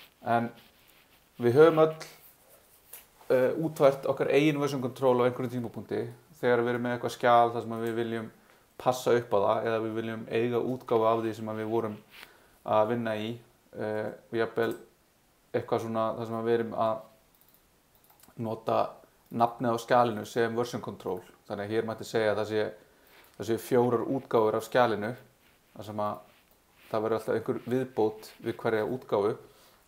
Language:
Icelandic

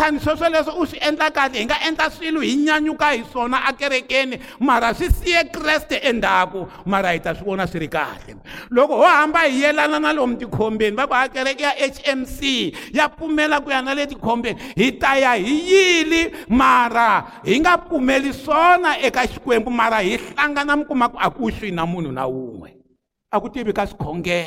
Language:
Tsonga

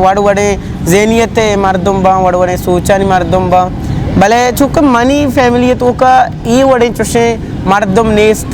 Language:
Eastern Balochi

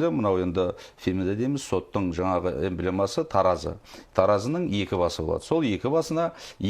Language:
Kazakh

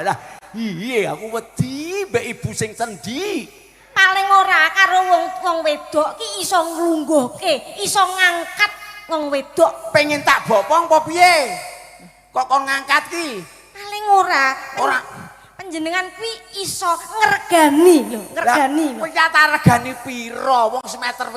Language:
Javanese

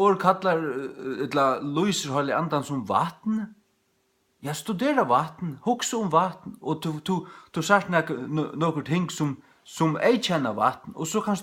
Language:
Faroese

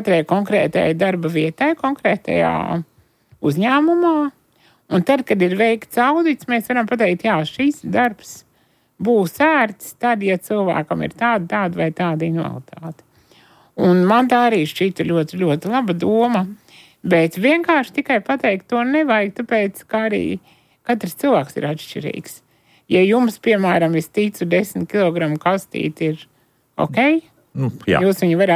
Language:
Latvian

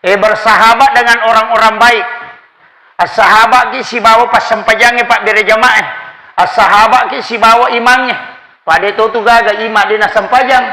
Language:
Buginese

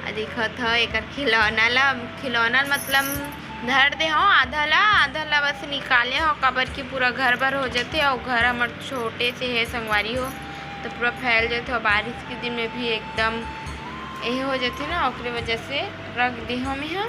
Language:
Chhattisgarhi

